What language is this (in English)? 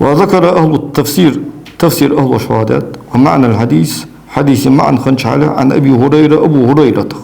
Ingush